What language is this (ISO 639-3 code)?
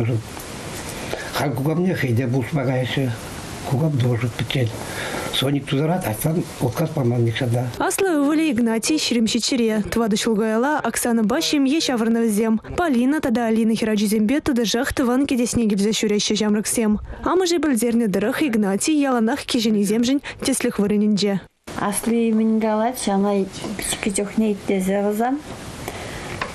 chv